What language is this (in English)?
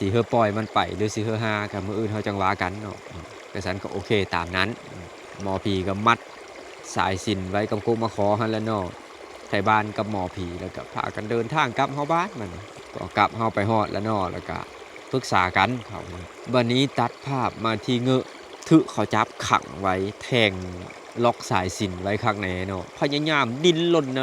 Lao